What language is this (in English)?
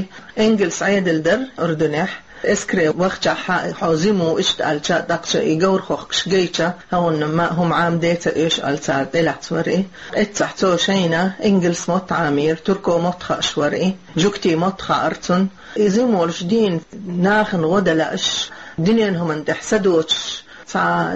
Chechen